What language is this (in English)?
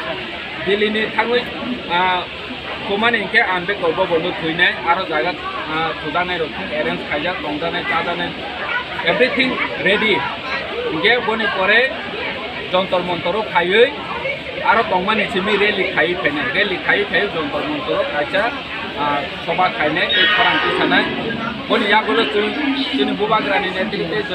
Kok Borok